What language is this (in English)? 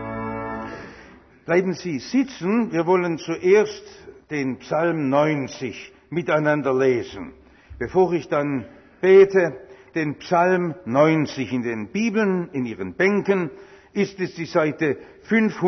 German